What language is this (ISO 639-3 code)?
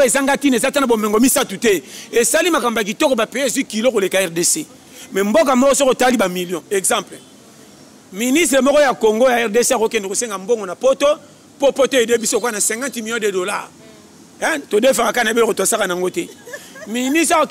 lin